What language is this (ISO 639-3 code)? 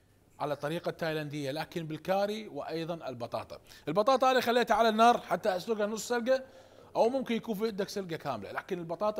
acm